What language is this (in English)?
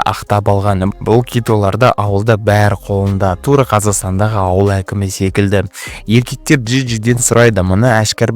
Kazakh